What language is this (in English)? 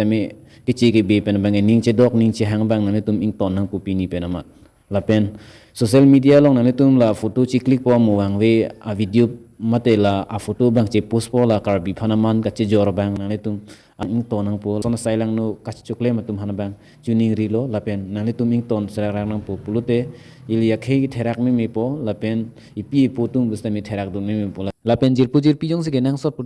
Karbi